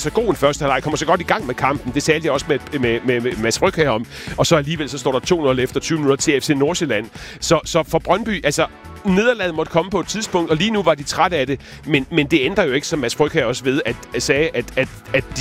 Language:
Danish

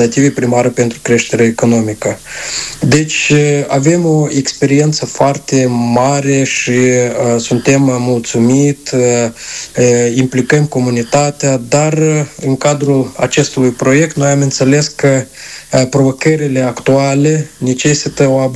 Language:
Romanian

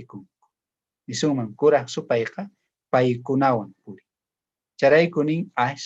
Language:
South Bolivian Quechua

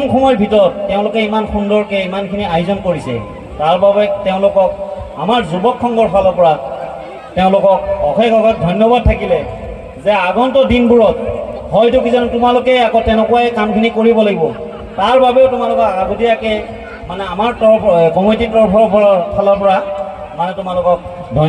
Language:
Assamese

